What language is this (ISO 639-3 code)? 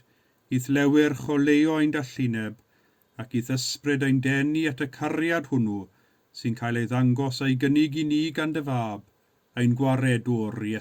cym